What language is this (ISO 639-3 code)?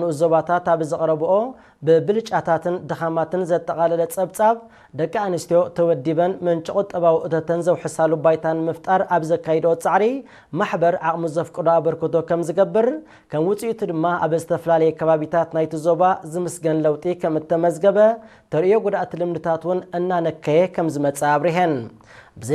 tir